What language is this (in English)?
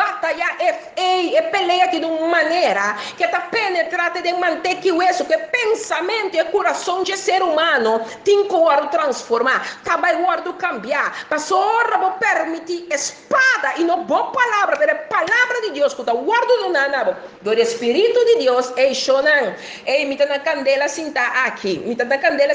Papiamento